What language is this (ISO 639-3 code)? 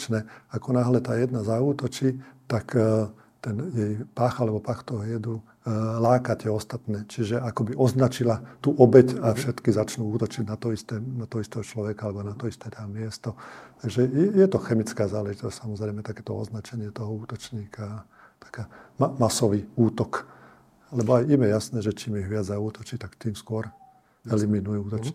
slk